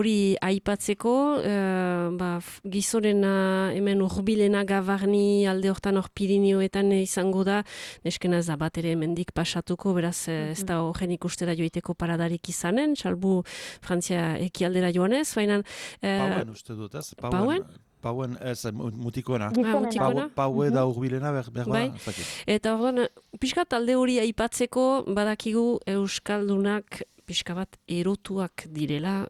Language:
Basque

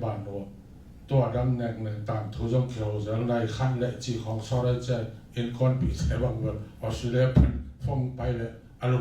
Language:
Tedim Chin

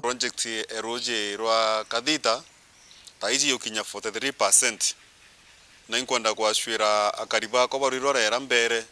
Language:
Meru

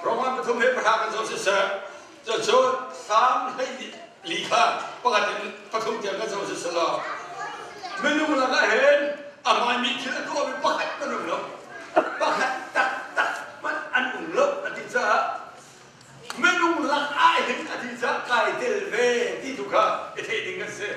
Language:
Hakha Chin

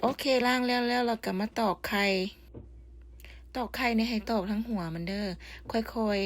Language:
Lao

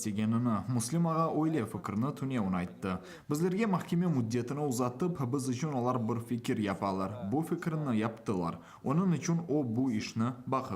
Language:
Crimean Tatar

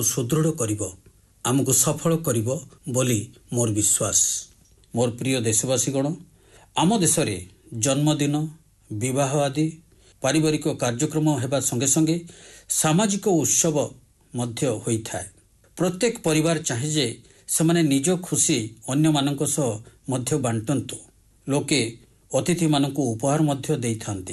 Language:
Odia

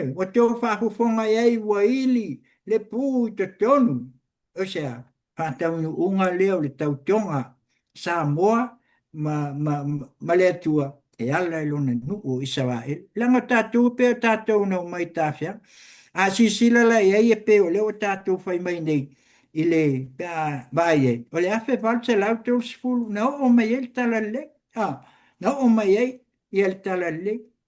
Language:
Samoan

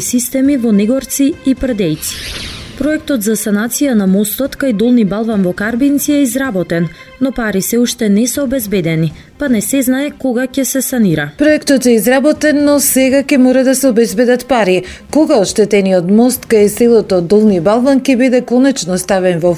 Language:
Macedonian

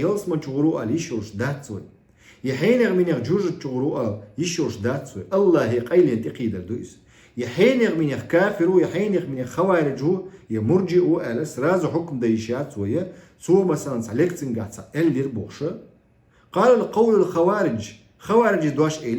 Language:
Chechen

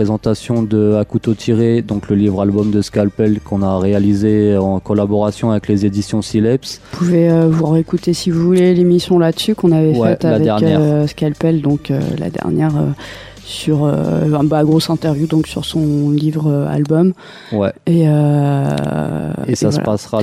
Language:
French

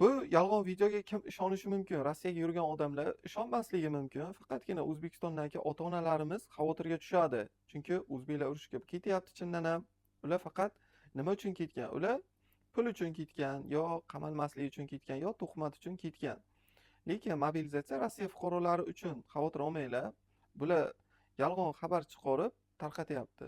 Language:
Uzbek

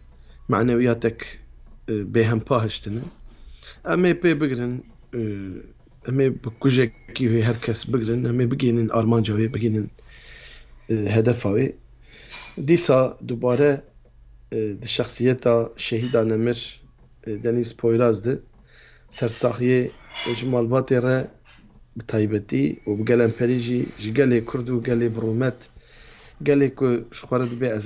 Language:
Kurdish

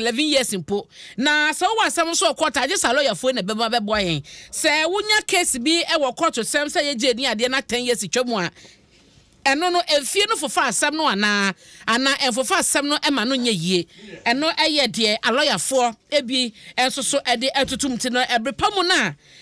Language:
Akan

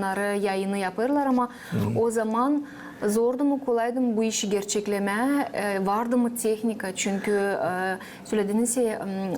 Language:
Gagauz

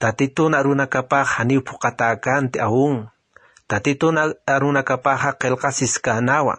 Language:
Aymara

